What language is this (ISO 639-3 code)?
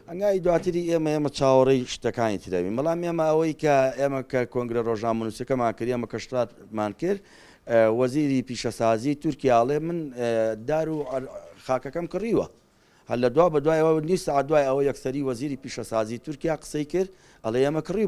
ckb